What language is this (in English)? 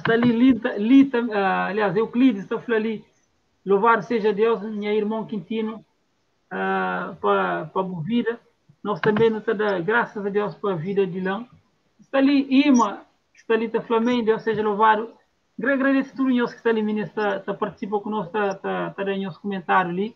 Kabuverdianu